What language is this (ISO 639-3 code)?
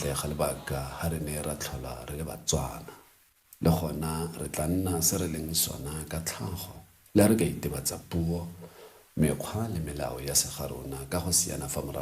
tsn